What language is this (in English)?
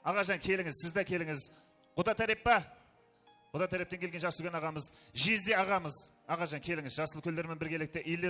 Kara-Kalpak